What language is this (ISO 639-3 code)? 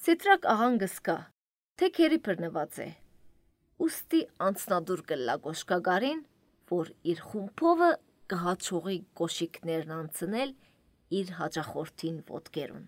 hye